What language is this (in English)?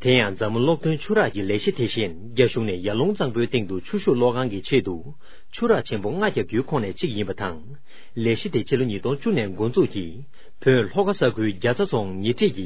Tibetan